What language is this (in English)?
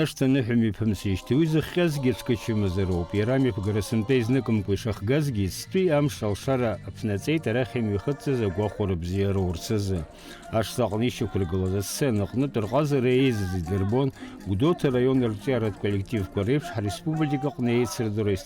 Abkhazian